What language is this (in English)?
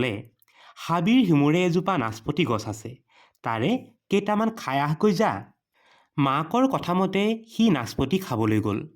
Assamese